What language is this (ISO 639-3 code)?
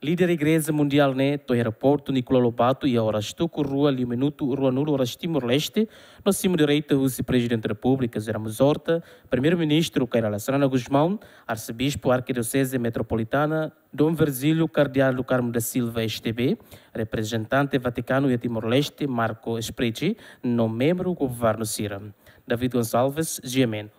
tet